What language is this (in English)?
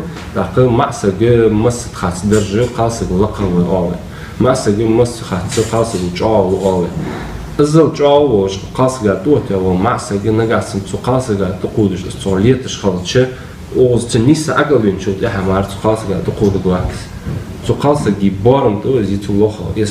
Ingush